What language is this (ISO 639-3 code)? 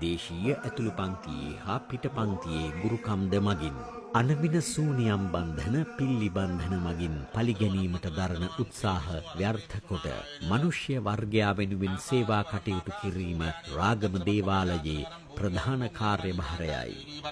sin